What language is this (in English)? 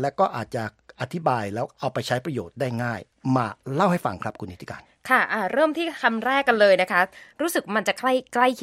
Thai